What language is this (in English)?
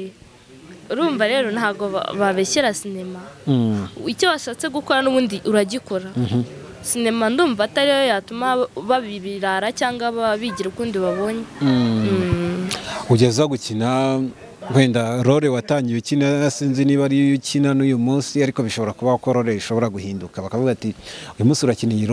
Kinyarwanda